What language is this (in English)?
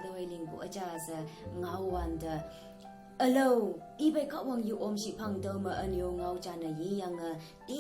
Konyak Naga